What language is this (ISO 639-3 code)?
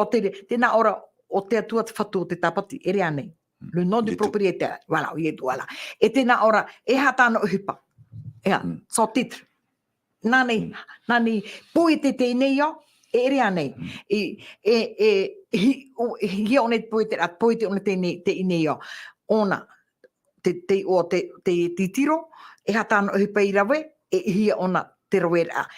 tah